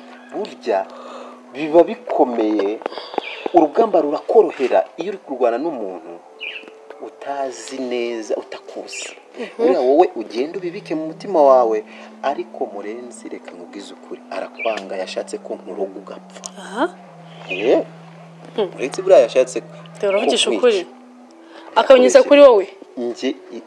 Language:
Kinyarwanda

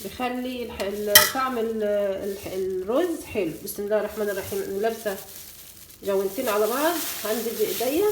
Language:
Egyptian Arabic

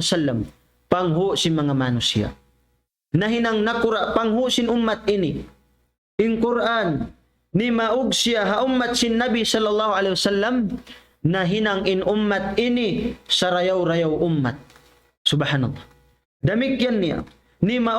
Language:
Tausug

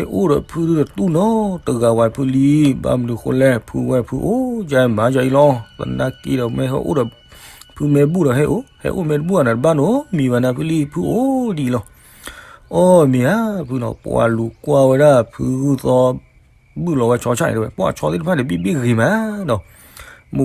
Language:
S'gaw Karen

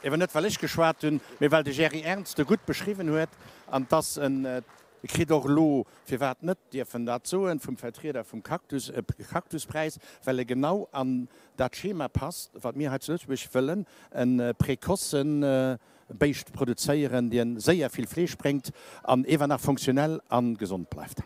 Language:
Luxembourgish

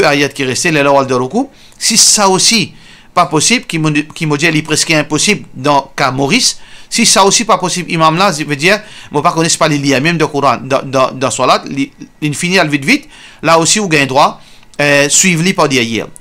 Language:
Morisyen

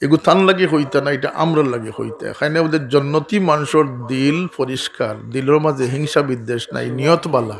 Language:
Sylheti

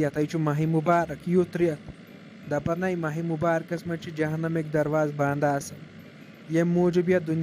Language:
Kashmiri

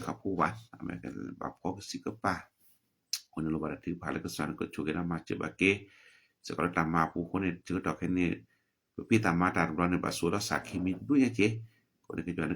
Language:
S'gaw Karen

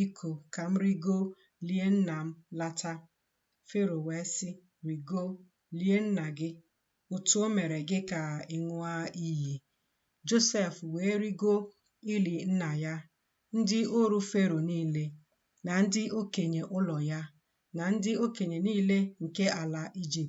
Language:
Igbo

